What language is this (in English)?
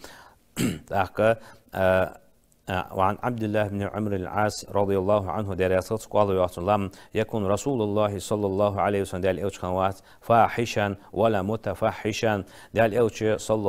Ingush